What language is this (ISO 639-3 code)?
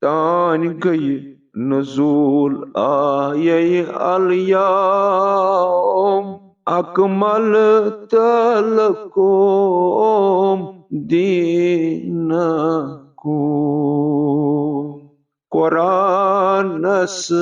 kas